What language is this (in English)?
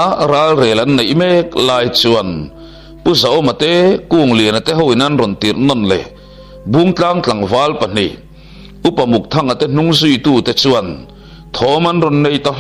Mizo